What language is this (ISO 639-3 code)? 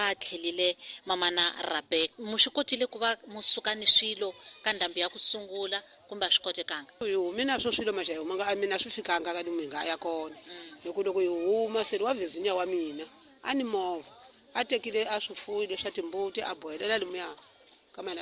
tso